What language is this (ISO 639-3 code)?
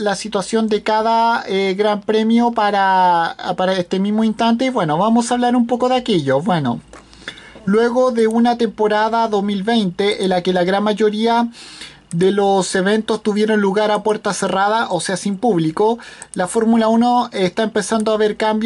spa